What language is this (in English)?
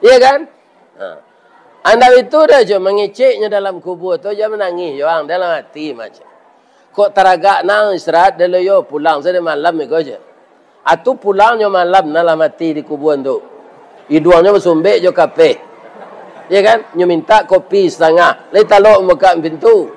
Minangkabau